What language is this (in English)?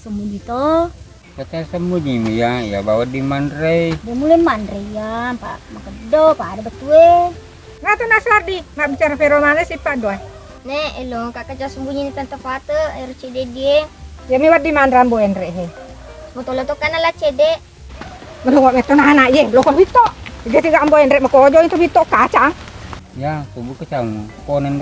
Buginese